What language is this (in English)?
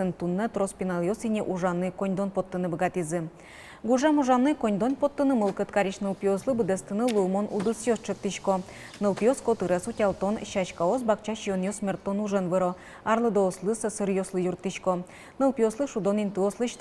Udmurt